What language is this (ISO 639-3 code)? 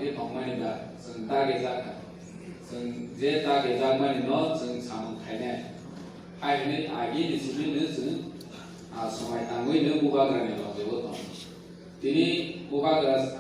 trp